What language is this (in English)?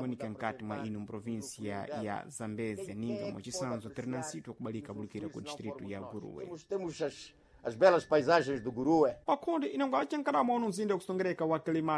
Sena